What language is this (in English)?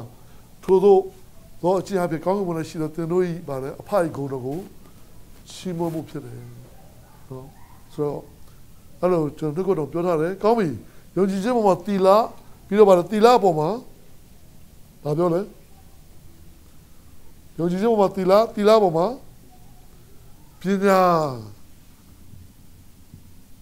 Burmese